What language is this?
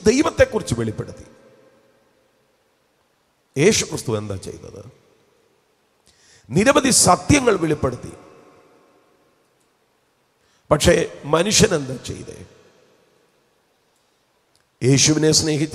Malayalam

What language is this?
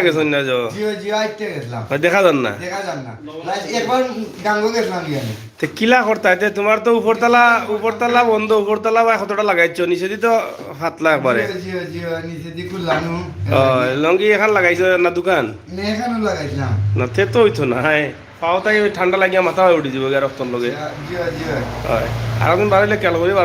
Sylheti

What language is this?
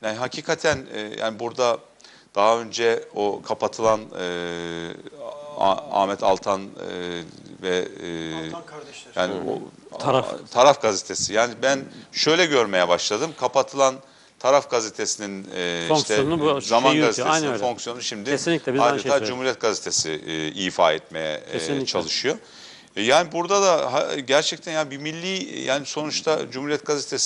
Turkish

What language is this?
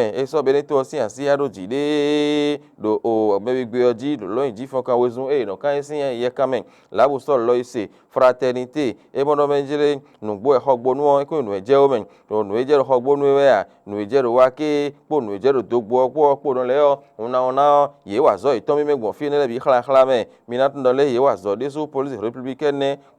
Fon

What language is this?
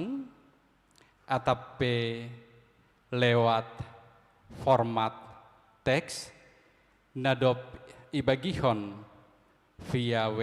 Batak Simalungun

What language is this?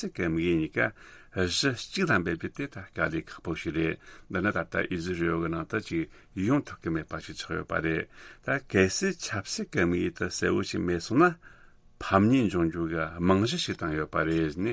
Tibetan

